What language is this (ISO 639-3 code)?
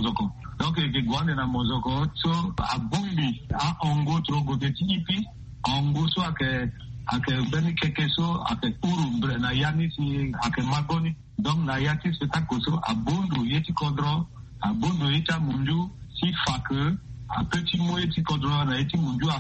sag